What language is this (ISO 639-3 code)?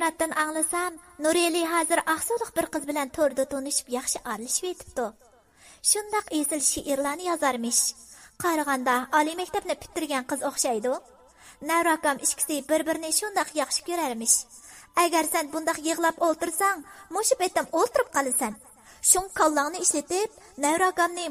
uig